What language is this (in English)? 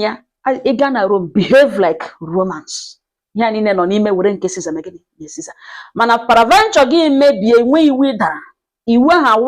Igbo